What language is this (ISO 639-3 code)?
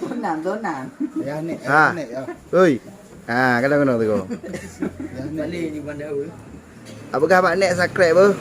ace